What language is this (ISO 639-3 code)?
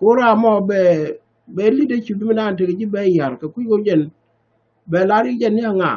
nus